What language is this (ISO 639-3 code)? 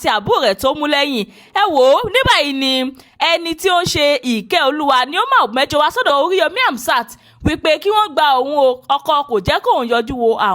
yor